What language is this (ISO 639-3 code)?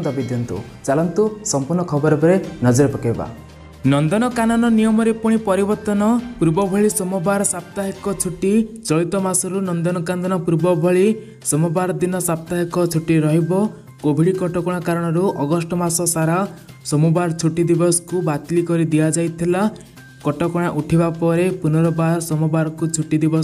ori